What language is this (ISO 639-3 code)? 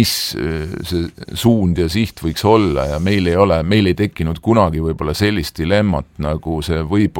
est